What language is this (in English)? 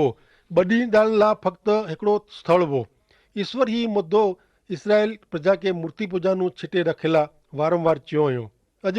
Kachhi